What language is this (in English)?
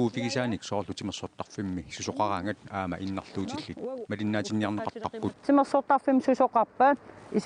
Kalaallisut